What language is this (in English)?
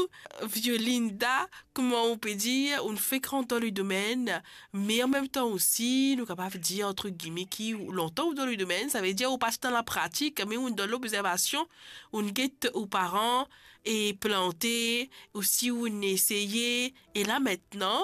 Morisyen